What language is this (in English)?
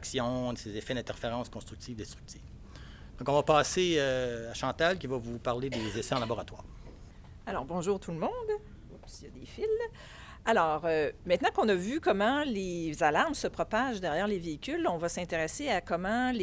French